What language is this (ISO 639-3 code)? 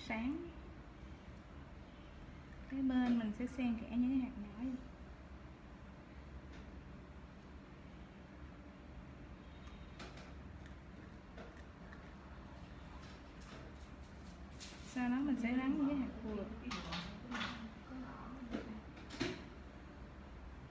vie